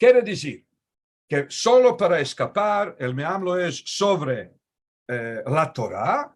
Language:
Ladino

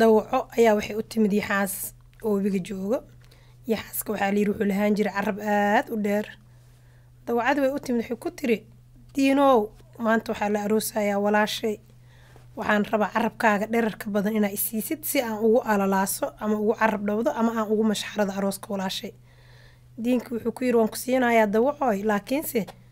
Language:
Somali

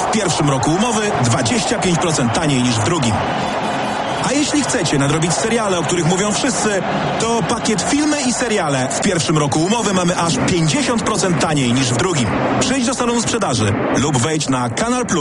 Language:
Polish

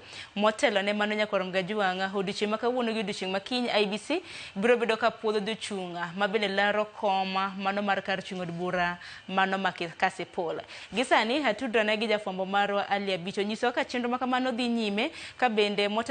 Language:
Luo (Kenya and Tanzania)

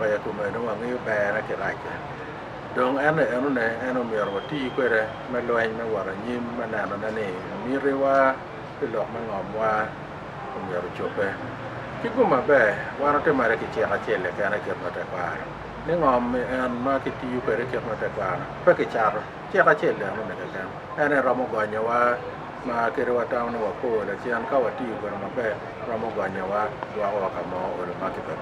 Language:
Acoli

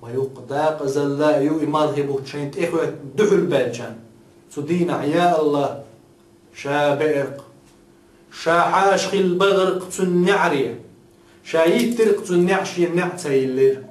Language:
Chechen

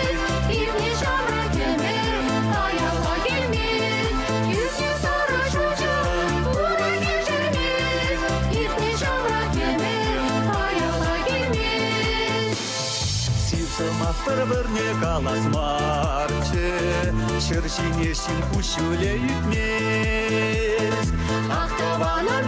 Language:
Chuvash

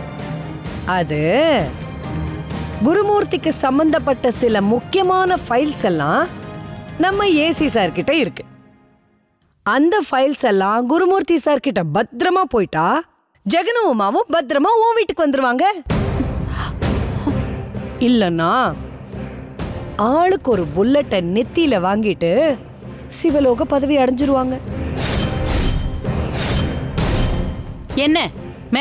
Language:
Tamil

